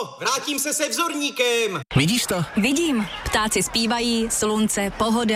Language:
Czech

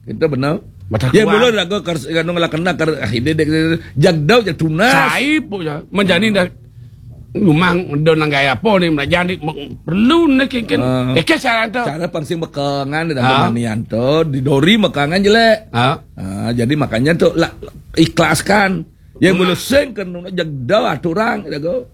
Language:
Balinese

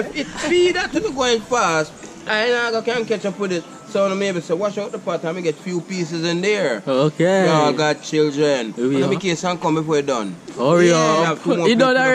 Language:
Jamaican Creole English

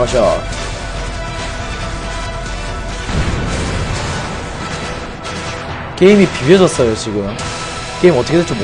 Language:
Korean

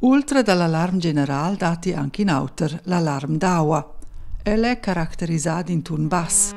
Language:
Romansh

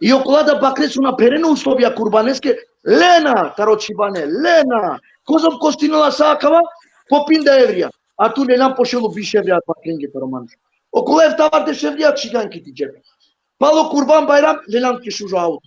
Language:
Balkan Romani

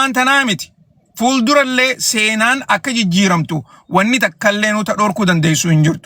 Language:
Oromo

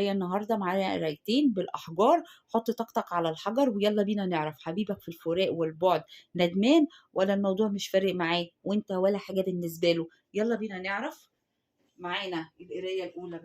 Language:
Egyptian Arabic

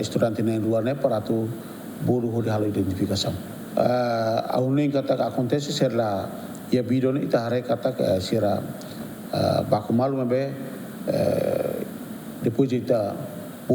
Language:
Tetum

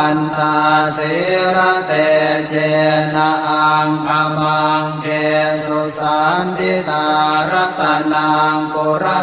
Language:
Pali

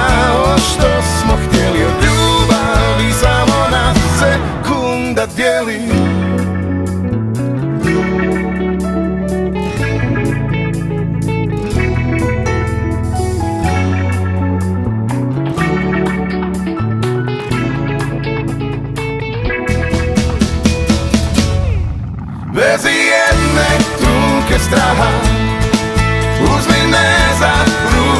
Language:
Croatian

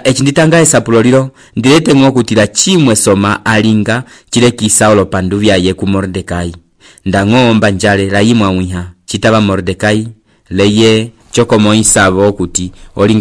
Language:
Umbundu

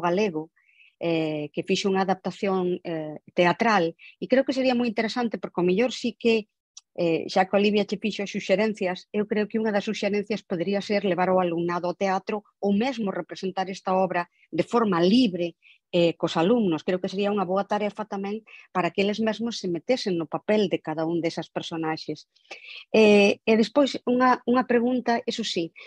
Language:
Galician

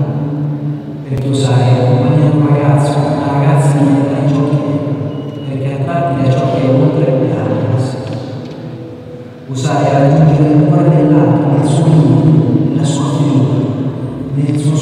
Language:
Italian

